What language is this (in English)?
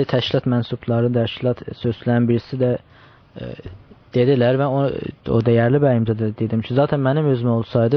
South Azerbaijani